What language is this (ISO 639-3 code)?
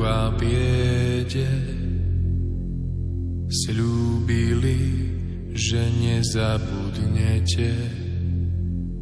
slk